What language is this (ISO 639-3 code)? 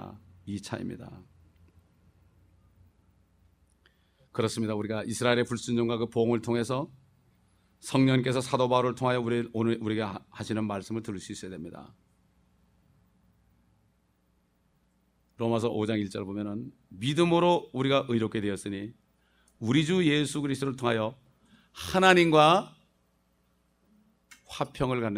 kor